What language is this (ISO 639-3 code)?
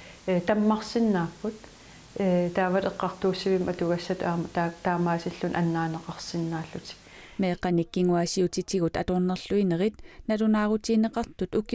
kal